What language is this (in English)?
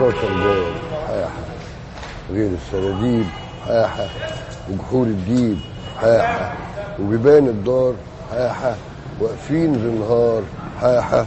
Egyptian Arabic